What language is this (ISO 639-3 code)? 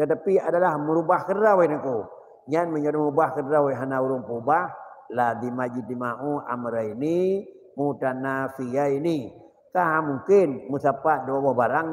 ace